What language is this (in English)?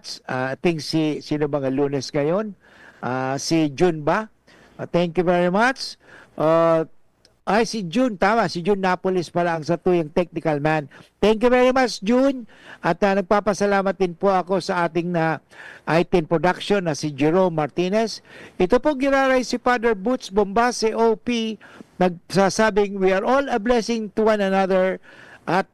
Bikol